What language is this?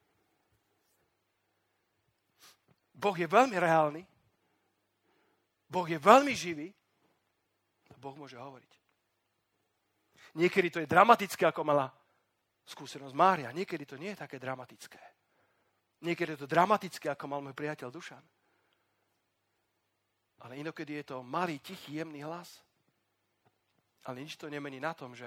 Slovak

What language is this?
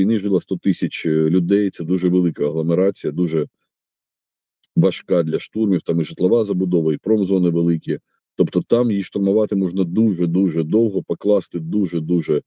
Ukrainian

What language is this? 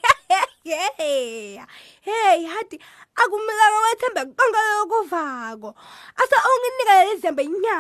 Swati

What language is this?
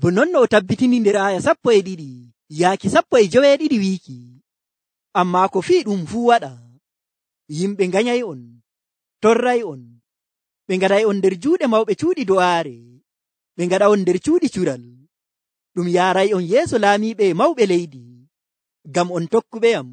Nigerian Fulfulde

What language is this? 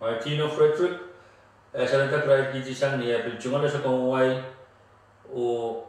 Pohnpeian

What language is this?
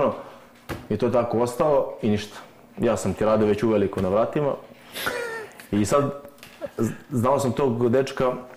Serbian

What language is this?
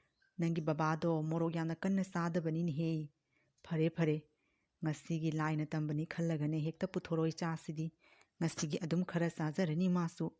Manipuri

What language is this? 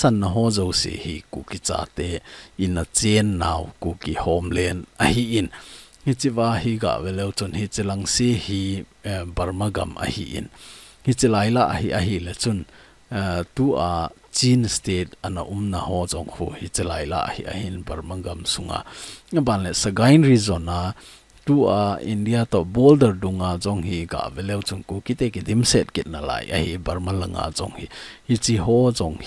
Thado Chin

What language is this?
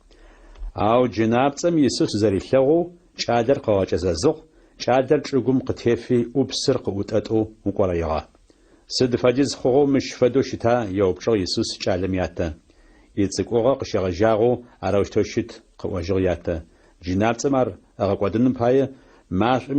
Adyghe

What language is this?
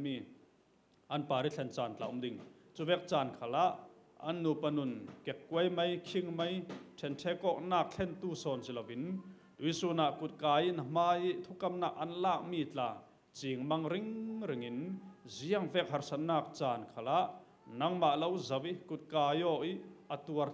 Falam Chin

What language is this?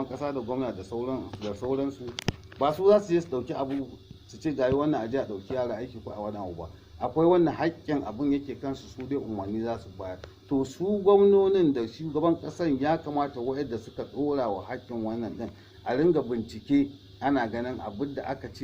Hausa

